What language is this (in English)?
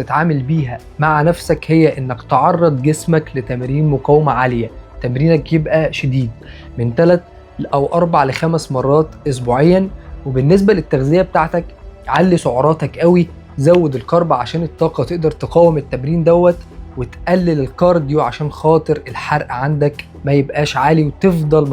Egyptian Arabic